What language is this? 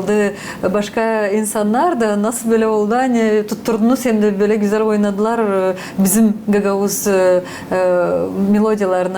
Gagauz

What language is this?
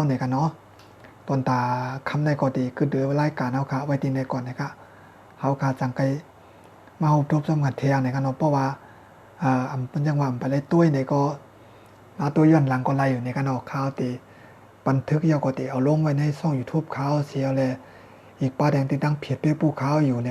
Shan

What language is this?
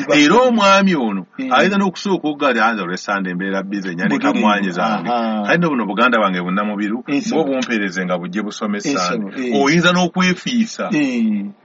Ganda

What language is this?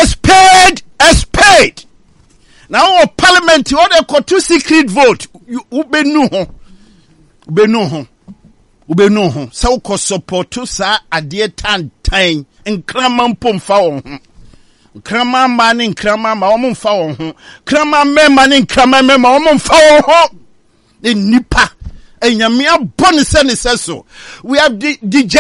Akan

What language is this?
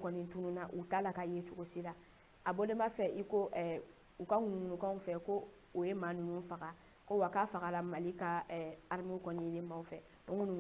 Bambara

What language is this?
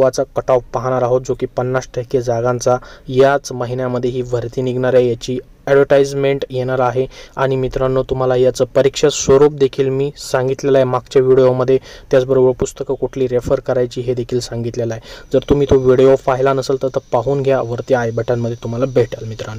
Marathi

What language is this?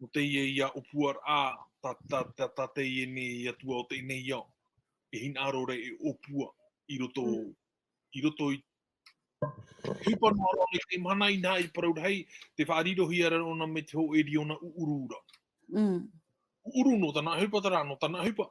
Tahitian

